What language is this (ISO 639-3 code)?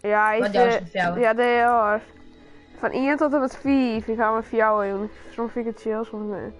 fry